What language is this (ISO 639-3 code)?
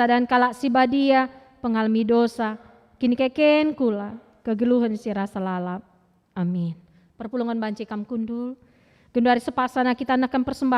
btx